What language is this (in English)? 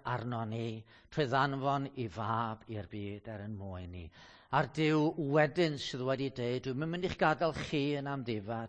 Welsh